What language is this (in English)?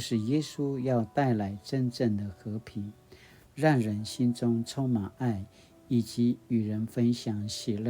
Paiwan